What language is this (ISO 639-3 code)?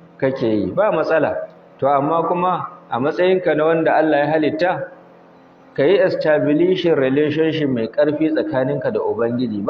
hau